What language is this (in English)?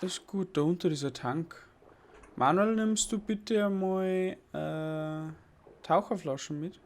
Bavarian